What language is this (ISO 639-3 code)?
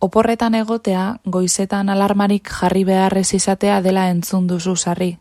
eus